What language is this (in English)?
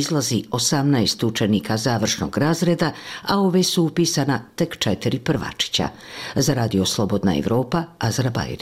Bosnian